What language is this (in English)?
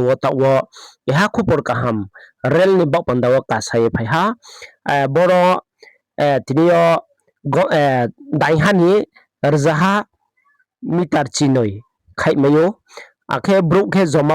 Riang (India)